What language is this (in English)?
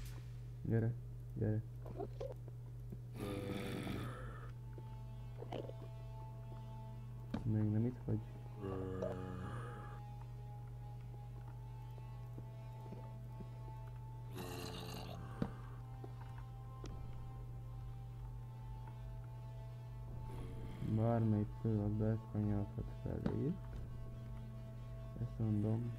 Hungarian